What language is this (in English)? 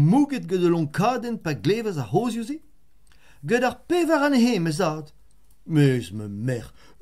Breton